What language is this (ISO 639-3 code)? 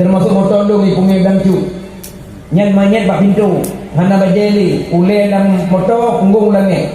ace